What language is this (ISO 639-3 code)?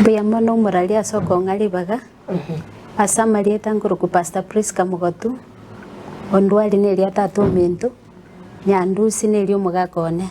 guz